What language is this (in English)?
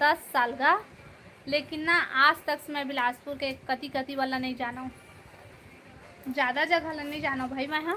Chhattisgarhi